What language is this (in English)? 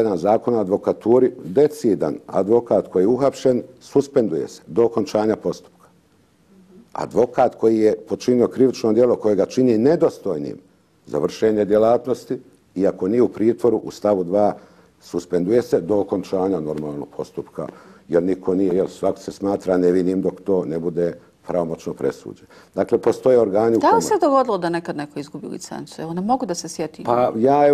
Bosnian